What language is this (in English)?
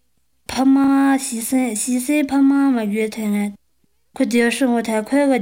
Chinese